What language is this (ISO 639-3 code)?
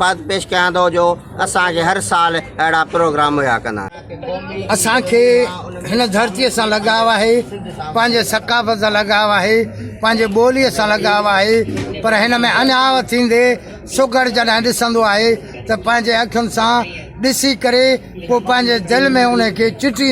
snd